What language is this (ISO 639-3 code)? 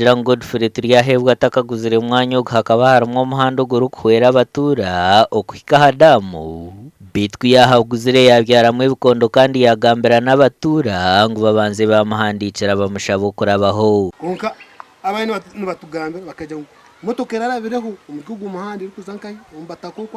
nyn